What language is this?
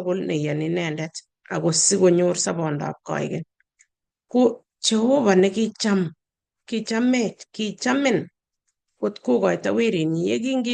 Kalenjin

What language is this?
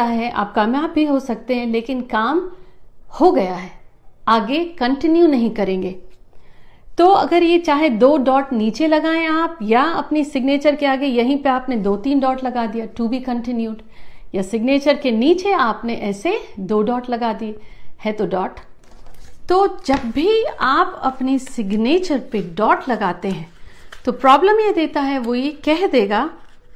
Hindi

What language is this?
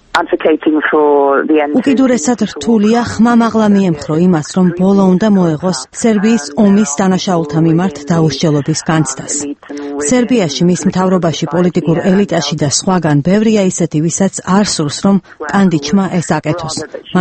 Georgian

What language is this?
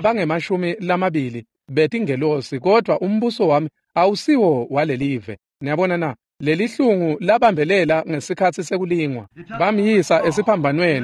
Swati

